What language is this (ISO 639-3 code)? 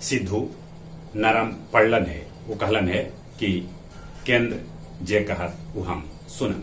mag